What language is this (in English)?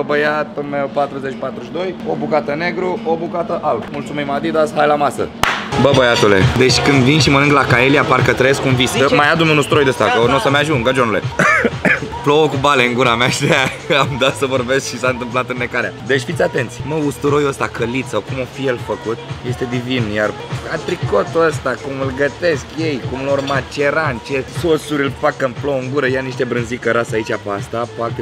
Romanian